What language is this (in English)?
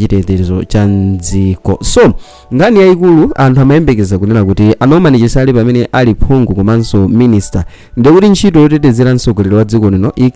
Nyanja